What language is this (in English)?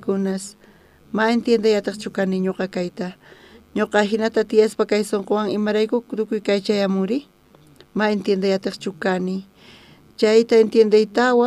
South Bolivian Quechua